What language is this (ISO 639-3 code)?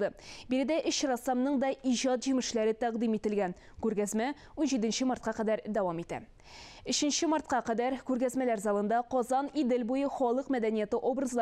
tat